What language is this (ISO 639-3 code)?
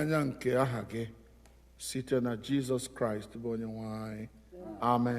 ibo